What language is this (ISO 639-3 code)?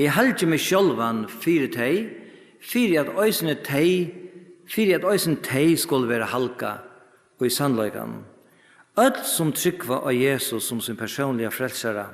fao